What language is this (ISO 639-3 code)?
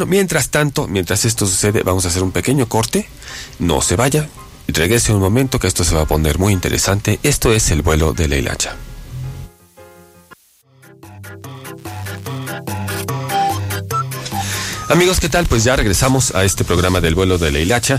spa